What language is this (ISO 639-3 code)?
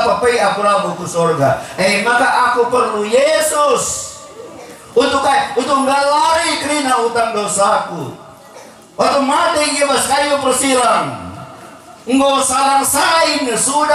btx